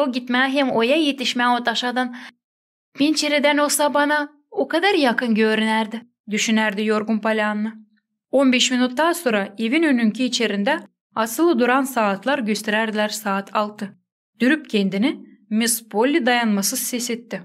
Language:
Gagauz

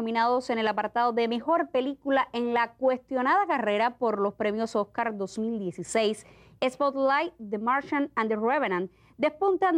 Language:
Spanish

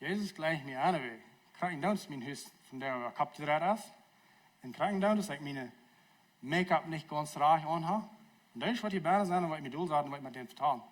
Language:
Plautdietsch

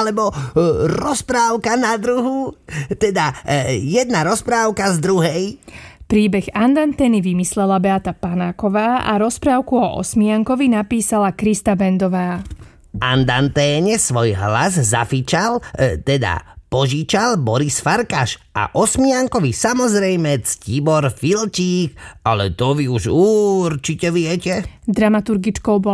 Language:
Slovak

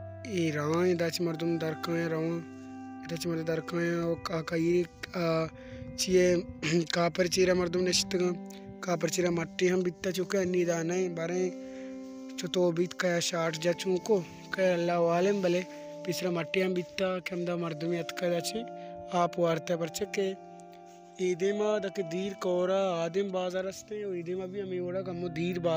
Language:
Baluchi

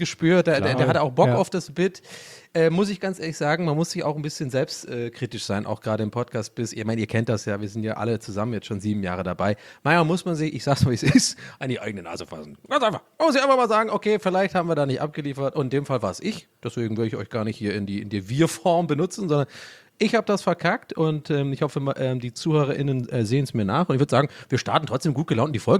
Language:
German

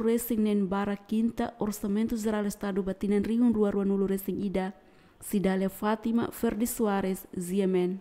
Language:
Tetum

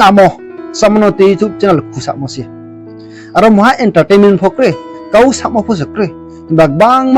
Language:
Riang (India)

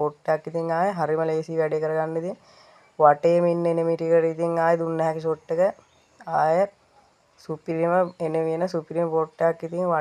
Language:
Sinhala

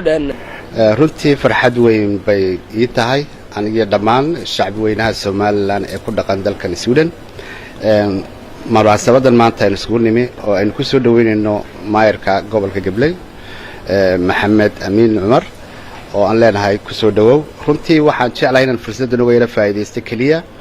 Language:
Somali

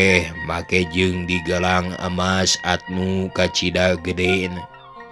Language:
Sundanese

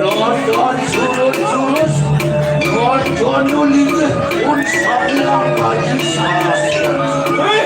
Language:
Balinese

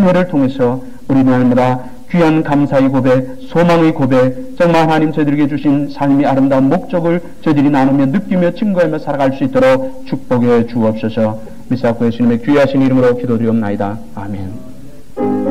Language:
Korean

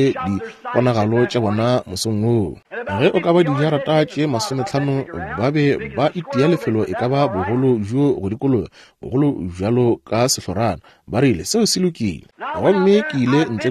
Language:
Northern Sotho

